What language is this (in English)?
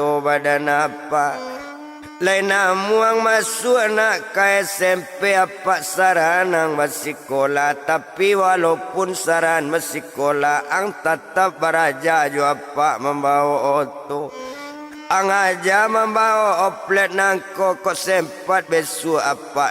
Minangkabau